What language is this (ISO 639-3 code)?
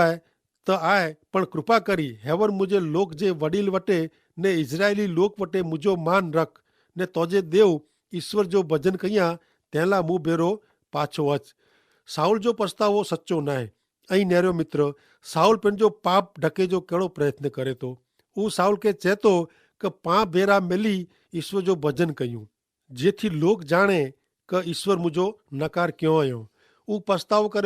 kfr